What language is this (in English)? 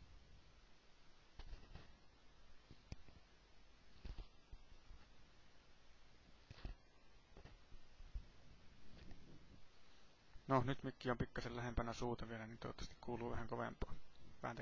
Finnish